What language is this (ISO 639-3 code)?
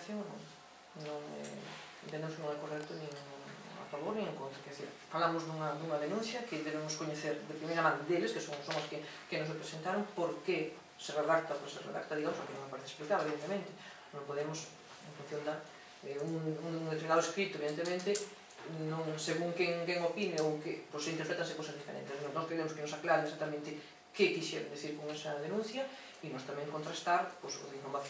glg